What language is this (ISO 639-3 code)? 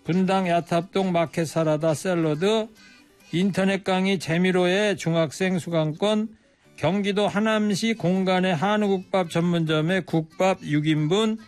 kor